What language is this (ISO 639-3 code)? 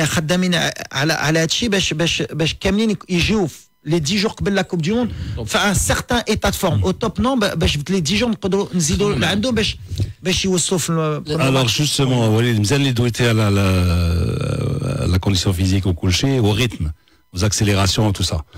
ary